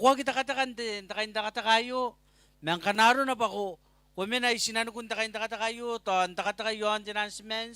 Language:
Gilbertese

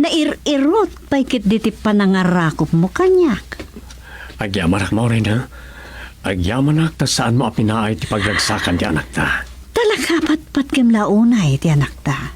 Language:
Iloko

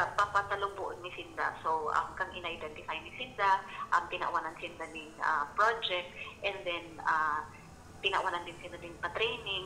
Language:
Bikol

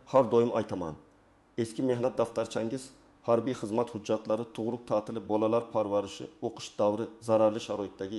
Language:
Uzbek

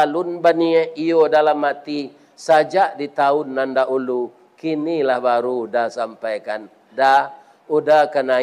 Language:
Minangkabau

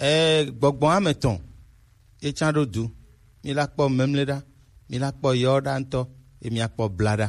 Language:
Gen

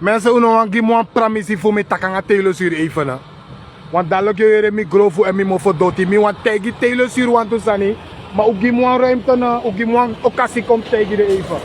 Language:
Sranan Tongo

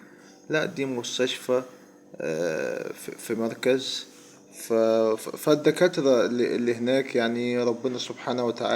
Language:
Egyptian Arabic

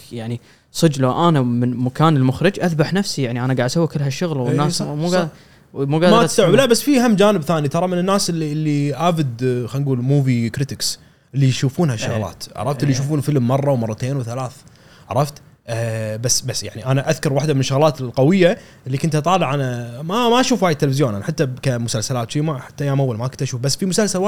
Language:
Gulf Arabic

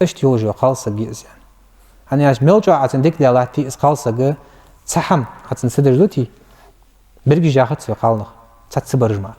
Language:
Ingush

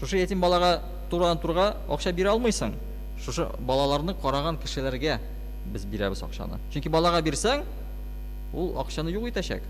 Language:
Tatar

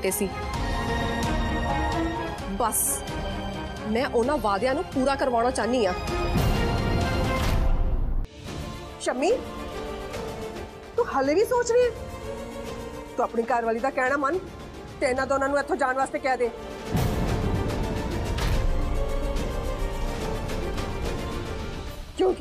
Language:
Punjabi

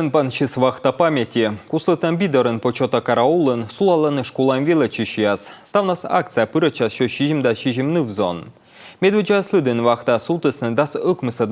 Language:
Komi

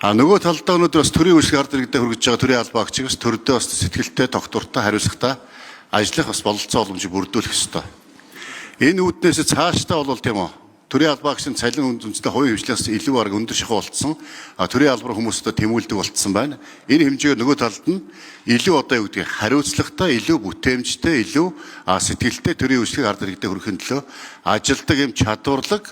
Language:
Mongolian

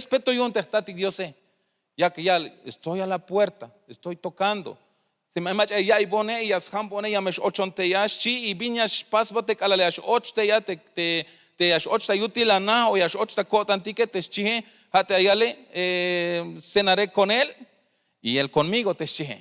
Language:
Tzeltal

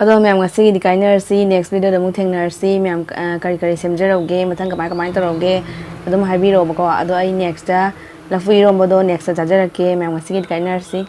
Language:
Manipuri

